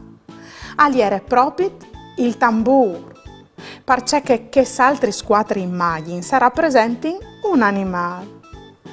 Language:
Friulian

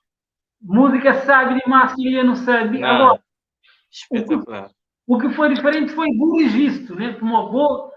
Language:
Kabuverdianu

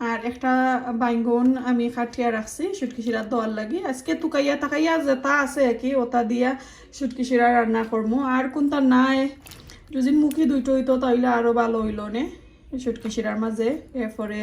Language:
Sylheti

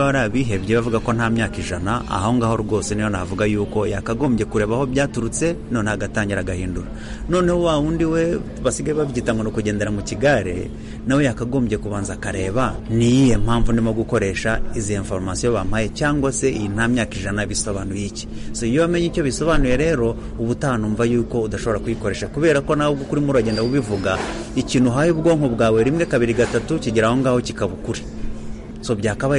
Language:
Kinyarwanda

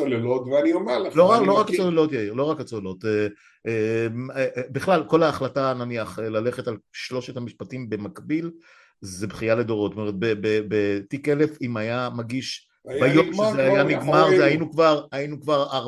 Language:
Hebrew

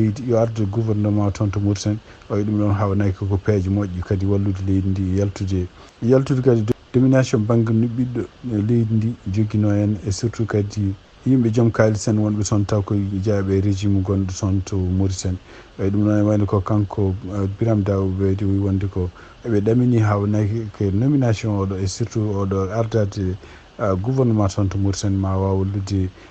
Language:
Fula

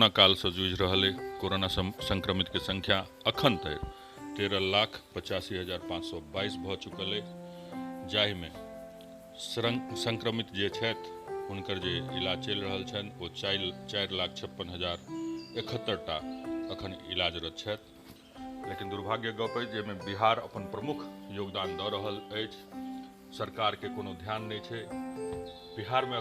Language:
Maithili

